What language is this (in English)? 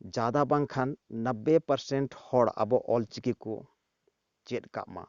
Santali